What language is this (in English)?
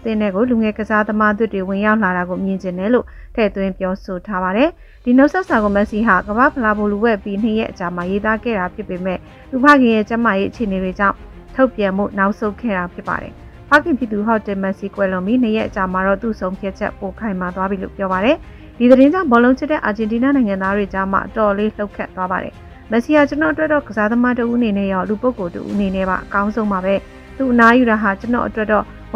Burmese